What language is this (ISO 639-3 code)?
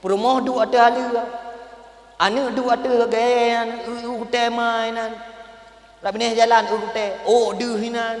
ace